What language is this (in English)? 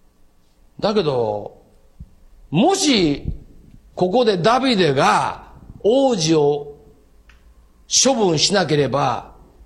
Japanese